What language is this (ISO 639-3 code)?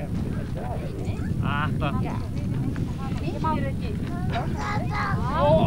isl